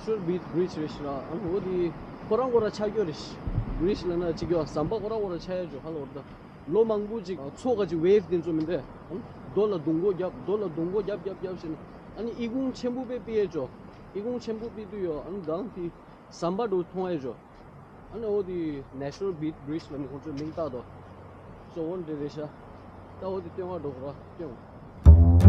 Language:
Tibetan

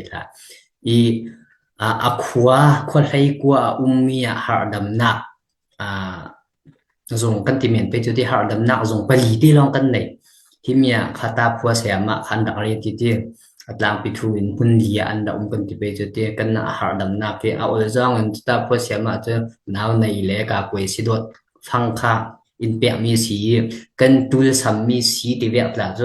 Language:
Falam Chin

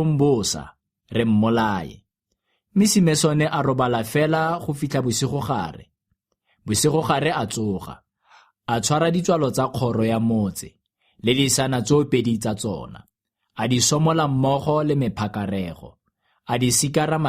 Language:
Tswana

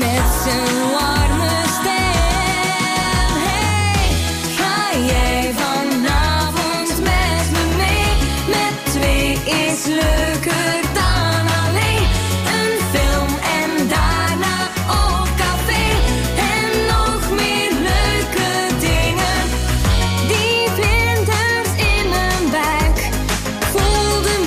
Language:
Dutch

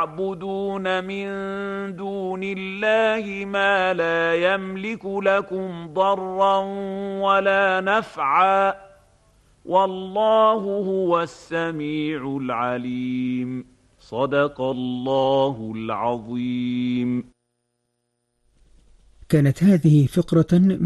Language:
Arabic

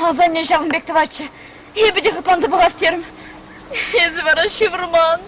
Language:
Chuvash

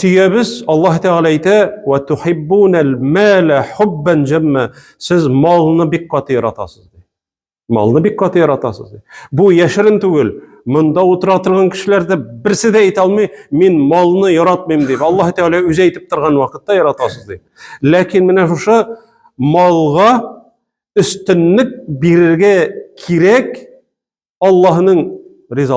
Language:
Tatar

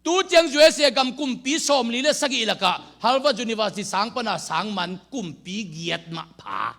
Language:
Tedim Chin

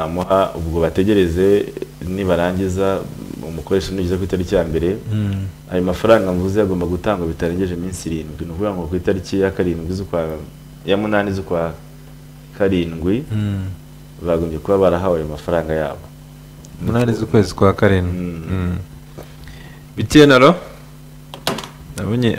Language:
Kinyarwanda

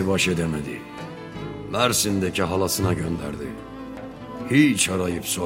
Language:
Turkish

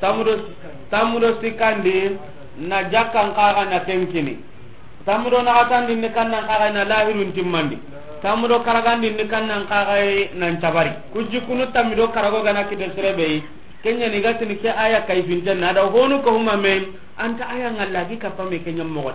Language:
Soninke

